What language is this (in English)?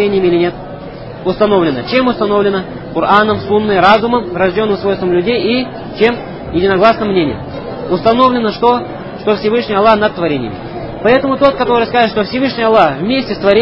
Russian